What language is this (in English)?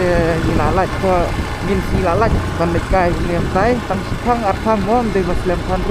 Khasi